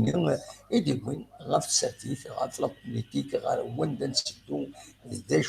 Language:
Kabyle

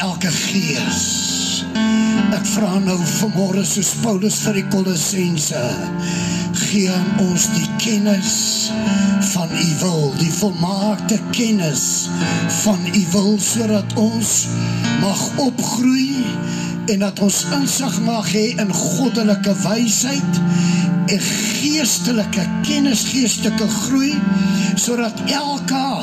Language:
Afrikaans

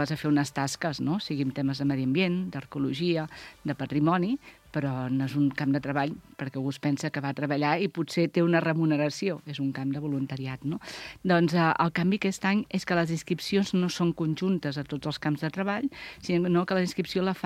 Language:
Catalan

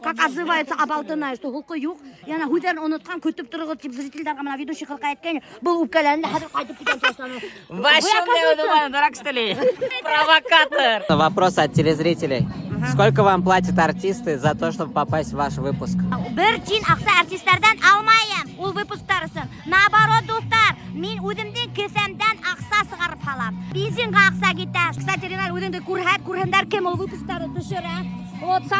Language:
Bashkir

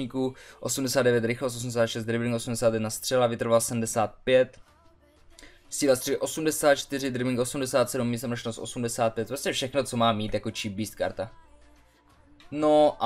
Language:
Czech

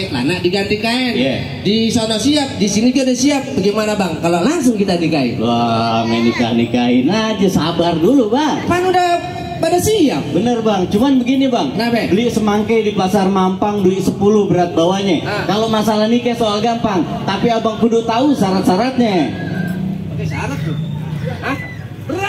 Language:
Betawi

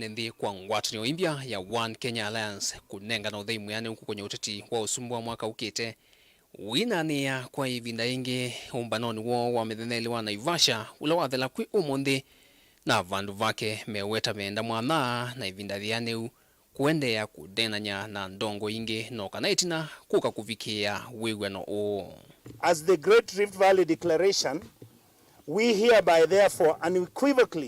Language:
Kamba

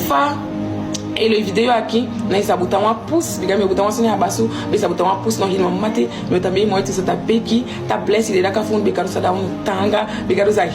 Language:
Saramaccan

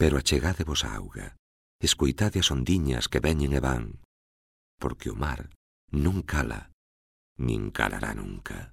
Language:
Galician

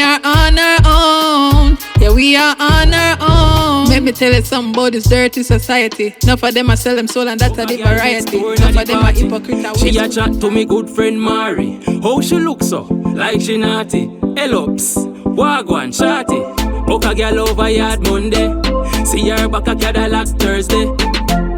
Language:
Jamaican Creole English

